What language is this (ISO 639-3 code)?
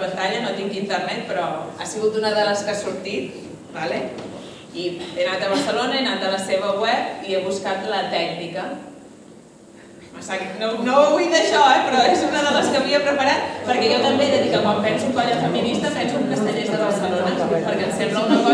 cat